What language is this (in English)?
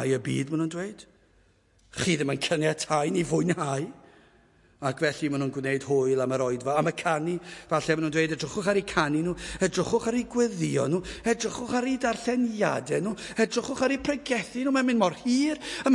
Welsh